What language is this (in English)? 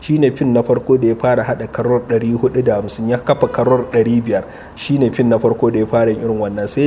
Hausa